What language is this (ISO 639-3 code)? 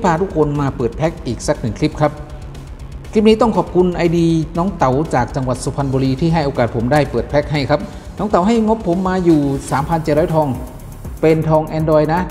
tha